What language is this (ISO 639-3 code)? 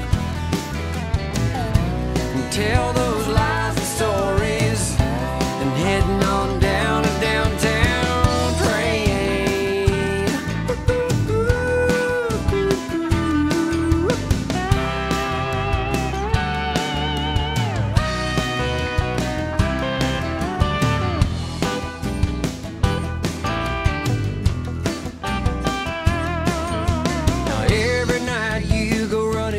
eng